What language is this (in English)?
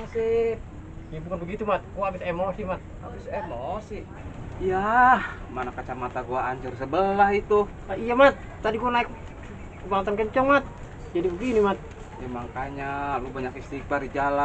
Betawi